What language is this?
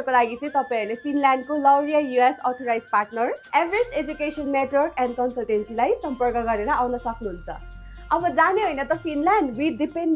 Nepali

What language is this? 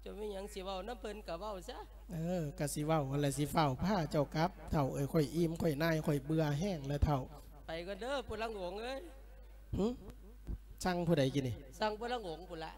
Lao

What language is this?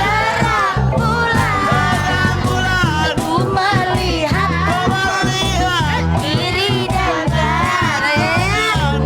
Musi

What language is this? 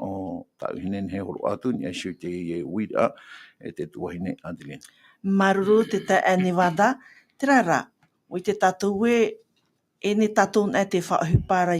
Tahitian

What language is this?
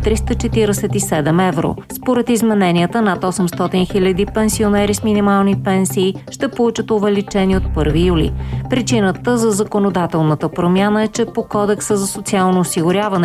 Bulgarian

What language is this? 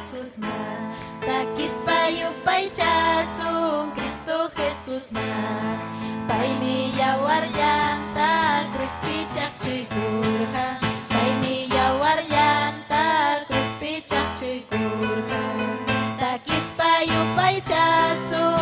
Ayacucho Quechua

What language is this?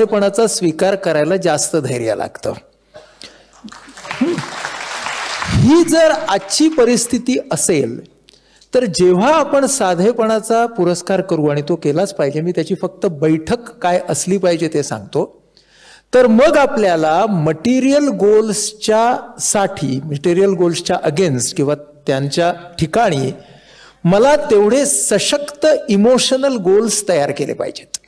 Marathi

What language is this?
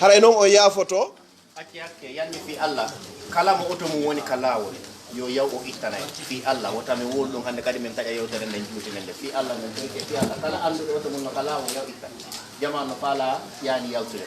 Pular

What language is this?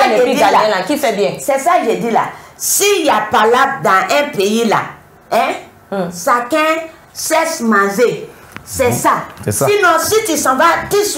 French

